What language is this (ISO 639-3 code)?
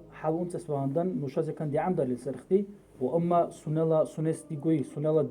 dar